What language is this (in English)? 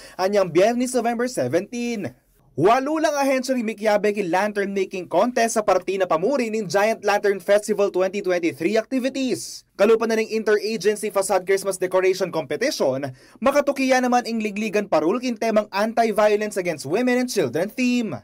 Pampanga